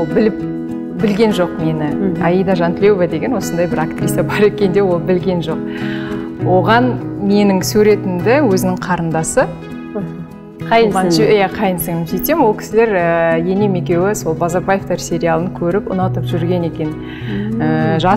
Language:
Kazakh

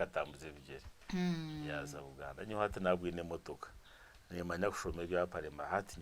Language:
Nyankole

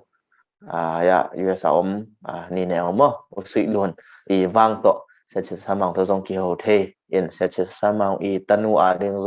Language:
Tedim Chin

